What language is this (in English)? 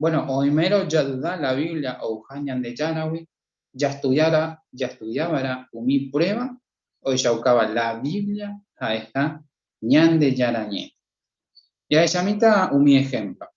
Guarani